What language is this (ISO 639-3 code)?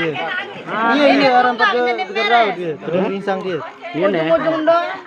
sas